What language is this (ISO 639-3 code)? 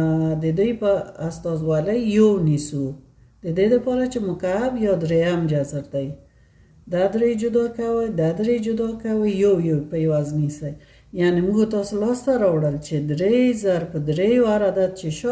pus